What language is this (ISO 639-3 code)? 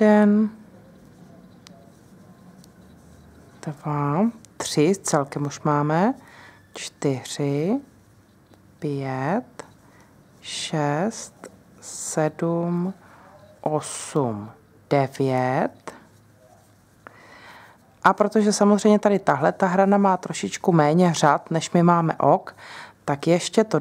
ces